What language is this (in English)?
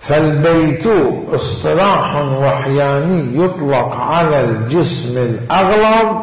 Mesopotamian Arabic